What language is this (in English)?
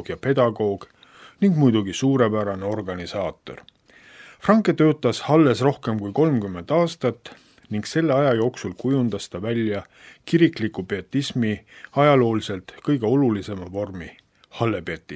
Estonian